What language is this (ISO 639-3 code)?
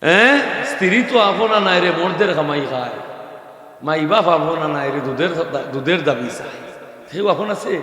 syl